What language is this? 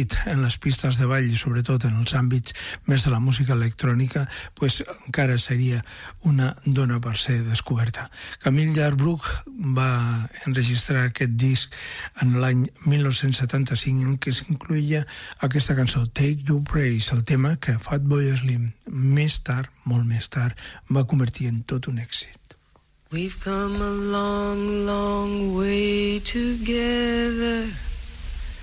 Catalan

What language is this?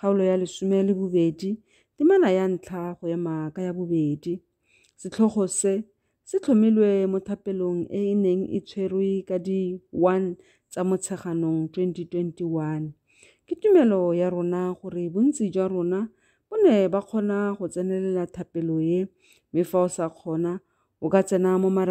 Tswana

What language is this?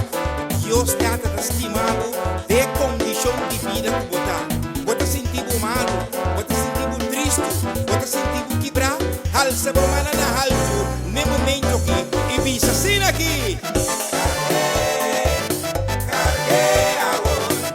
Papiamento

